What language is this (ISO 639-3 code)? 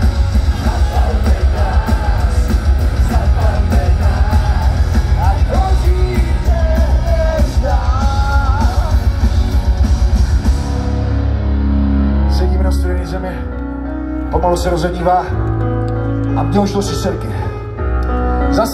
ces